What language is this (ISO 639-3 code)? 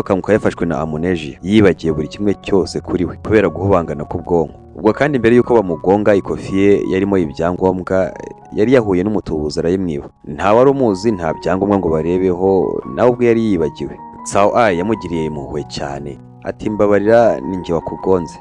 kin